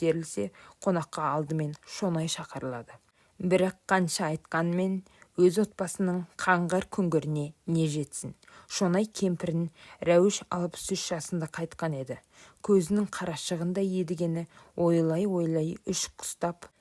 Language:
Kazakh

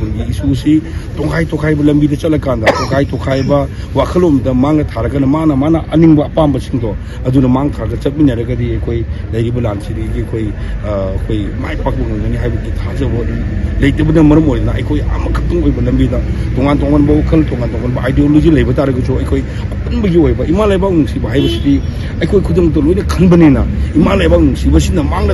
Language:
Manipuri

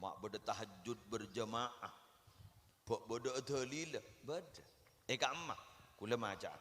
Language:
Madurese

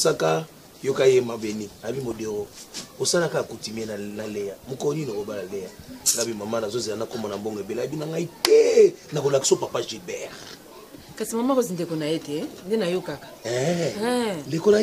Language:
Lingala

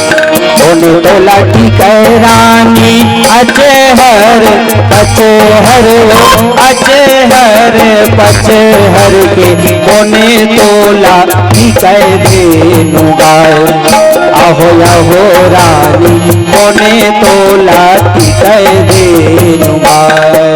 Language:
Chhattisgarhi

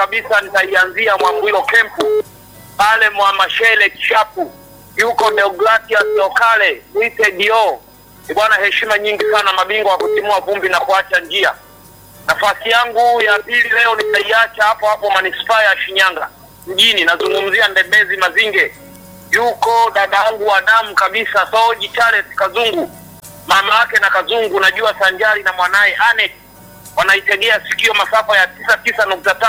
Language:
Swahili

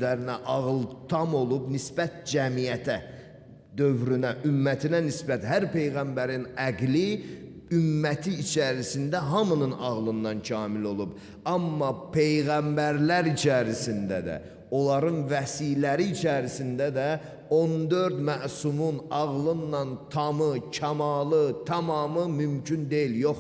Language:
Azerbaijani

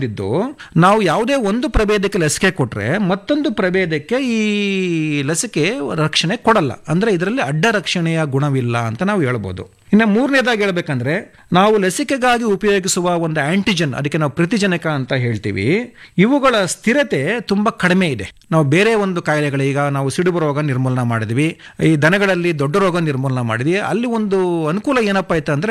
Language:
Kannada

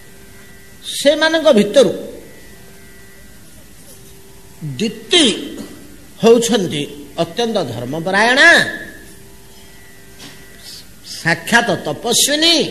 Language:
Odia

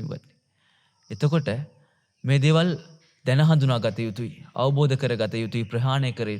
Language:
Sinhala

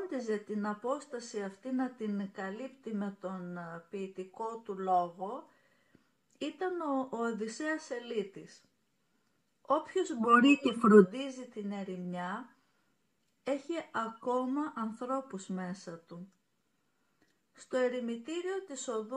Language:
Greek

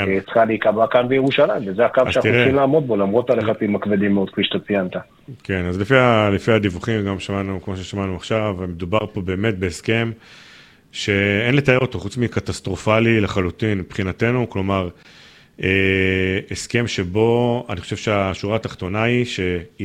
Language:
Hebrew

